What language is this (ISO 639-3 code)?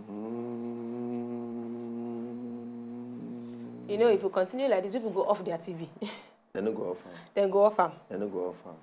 pcm